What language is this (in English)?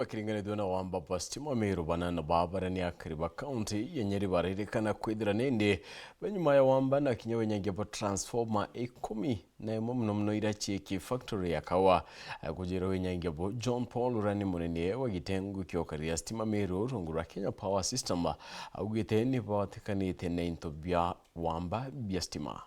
Meru